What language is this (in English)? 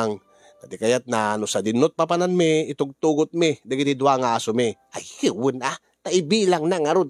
Iloko